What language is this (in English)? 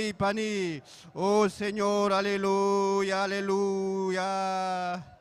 Ayacucho Quechua